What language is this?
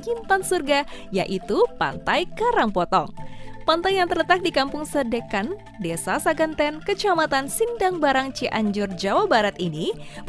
Indonesian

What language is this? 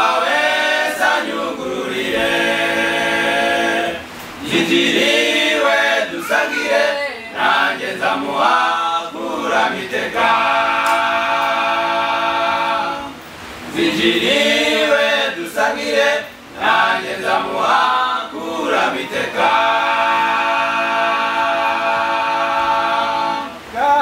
Kinyarwanda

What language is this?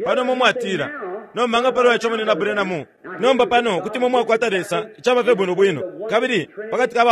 Bemba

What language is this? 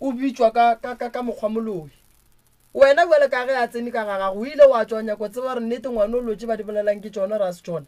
Northern Sotho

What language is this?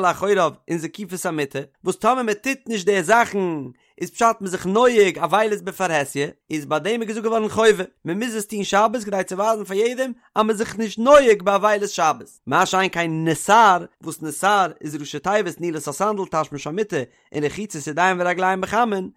Yiddish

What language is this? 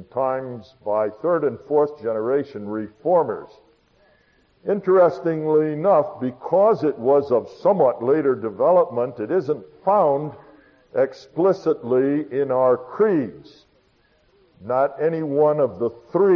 English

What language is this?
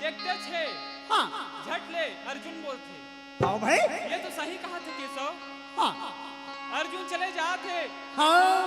Chhattisgarhi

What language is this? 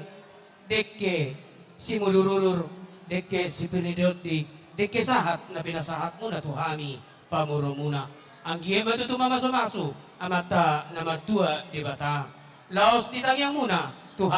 Batak Toba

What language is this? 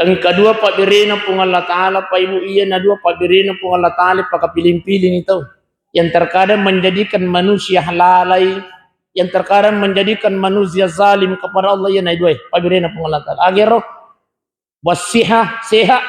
Buginese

